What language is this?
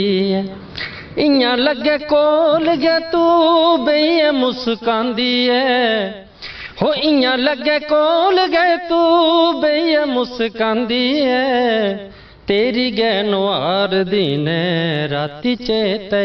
Dogri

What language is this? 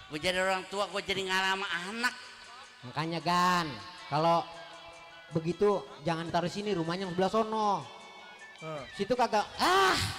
Betawi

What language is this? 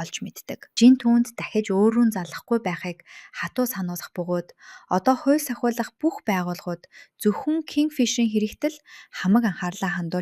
Mongolian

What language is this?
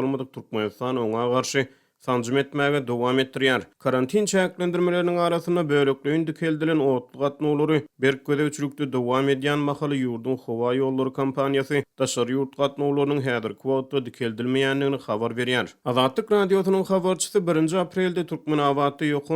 Turkmen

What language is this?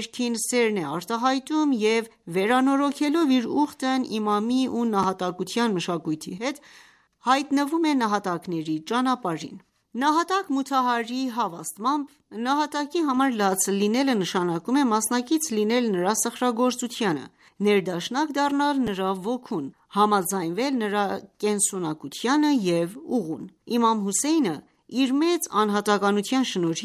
Armenian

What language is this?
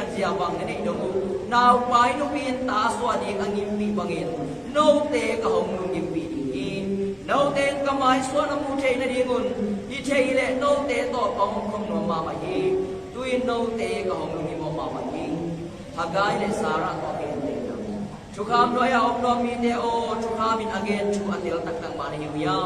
Tedim Chin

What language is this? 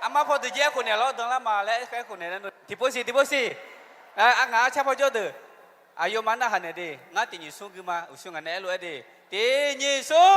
Akha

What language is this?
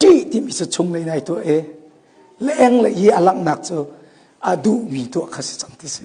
Hakha Chin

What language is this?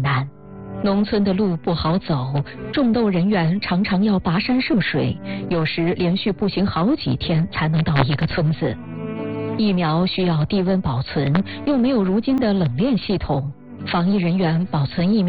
Chinese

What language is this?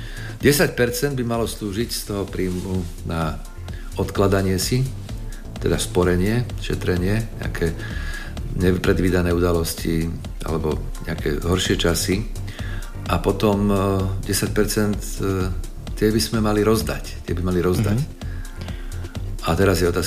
Slovak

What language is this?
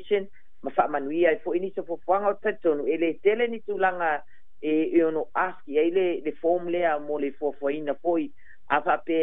Samoan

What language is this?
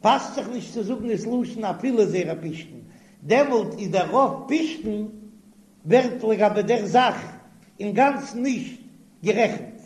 Yiddish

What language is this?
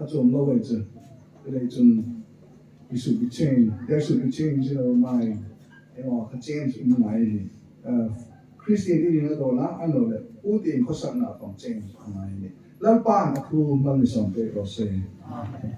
Hmar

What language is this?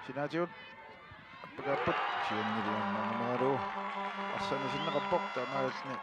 Kalaallisut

